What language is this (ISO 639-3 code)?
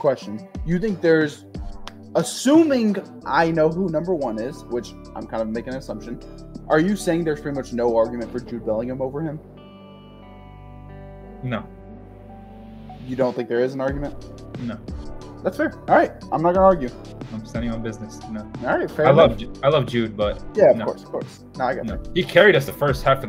eng